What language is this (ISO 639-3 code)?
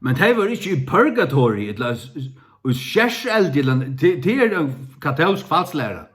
fao